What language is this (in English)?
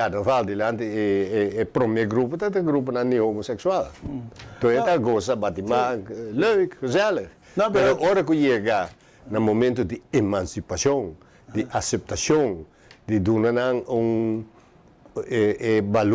Papiamento